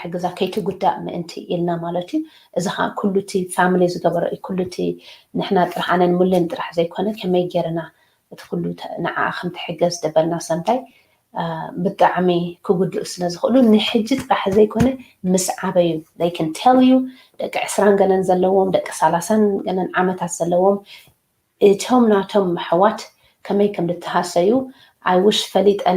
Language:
Tigrinya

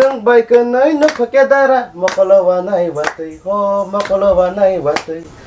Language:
Kok Borok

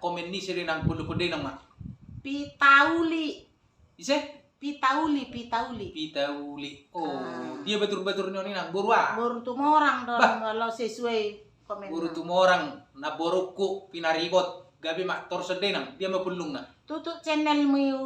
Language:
Batak Toba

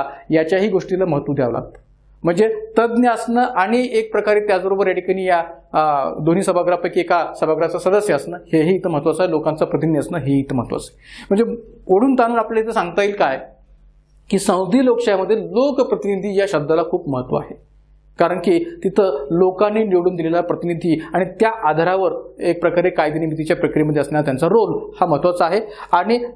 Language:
Marathi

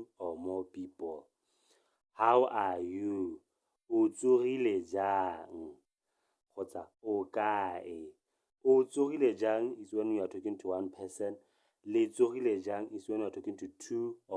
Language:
Tswana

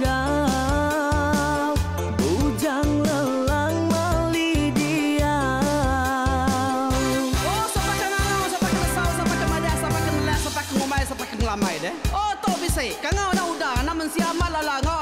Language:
Iban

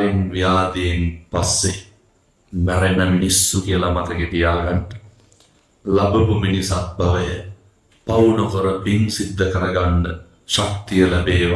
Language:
Sinhala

